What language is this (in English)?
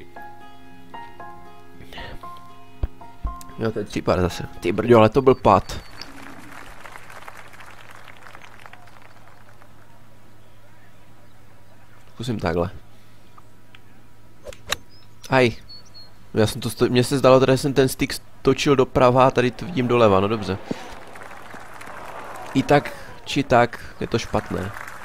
Czech